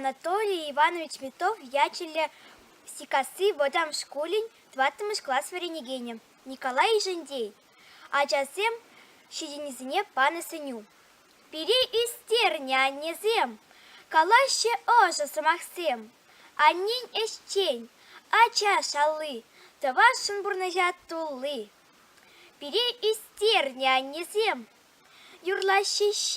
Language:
Chuvash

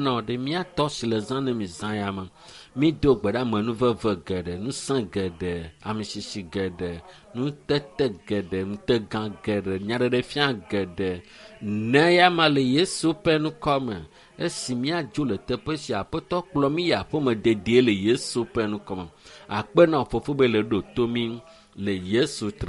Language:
Ewe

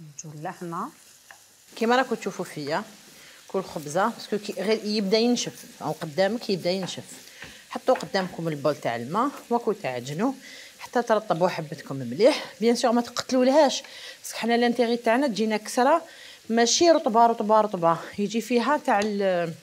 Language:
Algerian Arabic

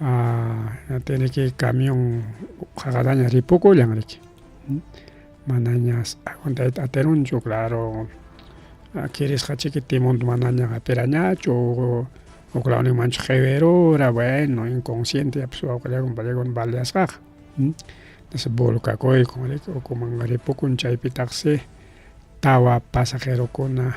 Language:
Ayacucho Quechua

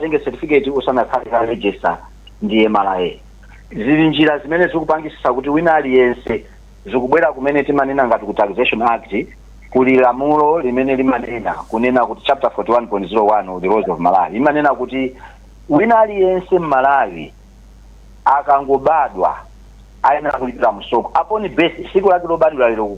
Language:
Nyanja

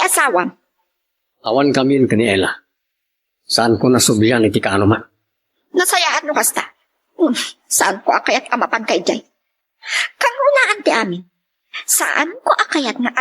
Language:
Iloko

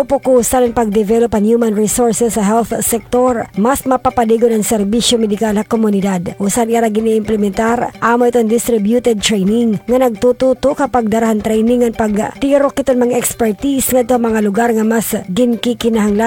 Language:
Waray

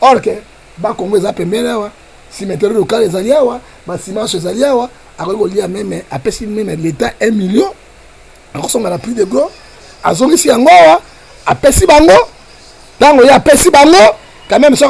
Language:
Lingala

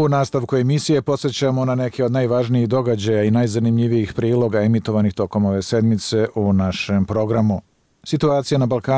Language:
Bosnian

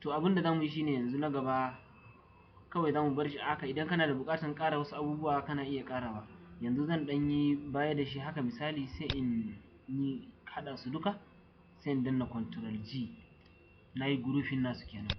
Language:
Hausa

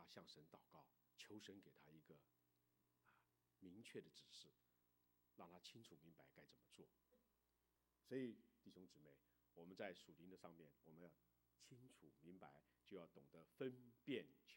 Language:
Chinese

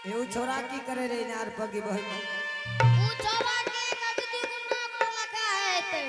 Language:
Angika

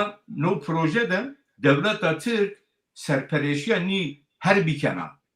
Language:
Zaza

